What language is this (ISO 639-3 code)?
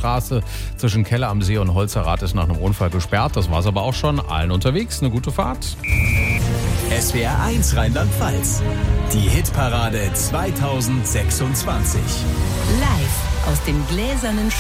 deu